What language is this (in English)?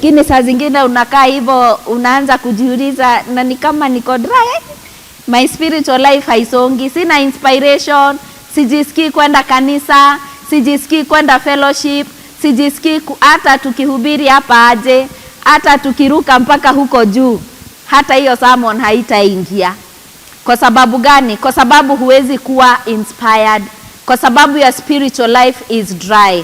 Swahili